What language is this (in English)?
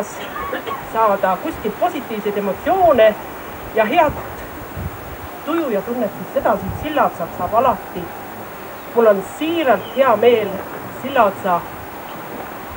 Estonian